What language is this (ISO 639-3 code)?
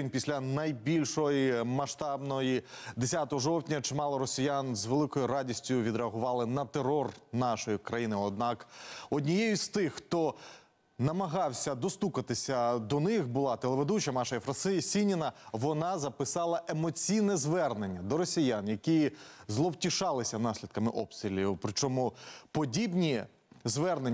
ukr